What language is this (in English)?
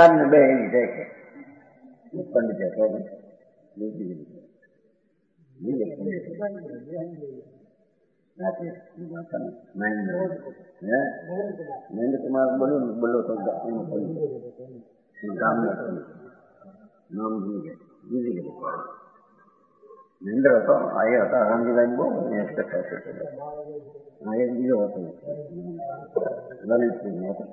Gujarati